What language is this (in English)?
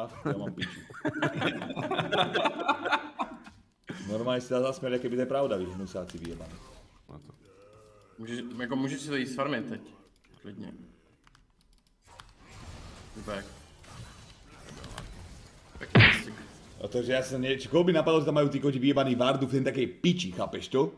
Slovak